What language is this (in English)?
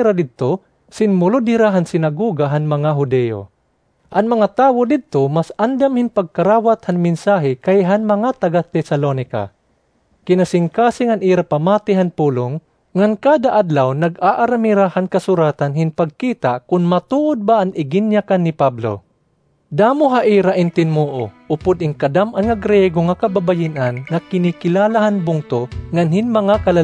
Waray